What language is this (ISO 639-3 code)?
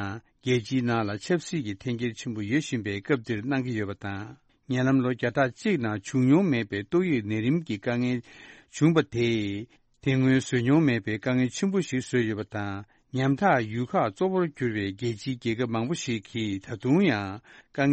bod